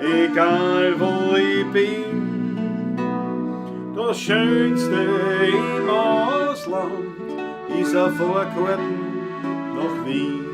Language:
Bavarian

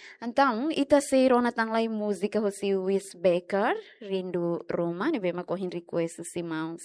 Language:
Tetum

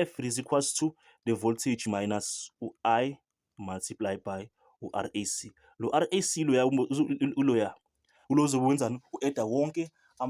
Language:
Zulu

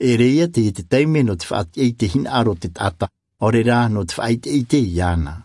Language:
Tahitian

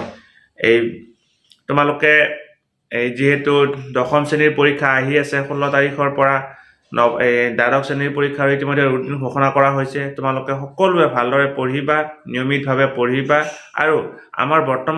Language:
Assamese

